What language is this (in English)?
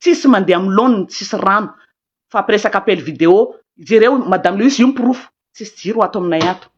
Malagasy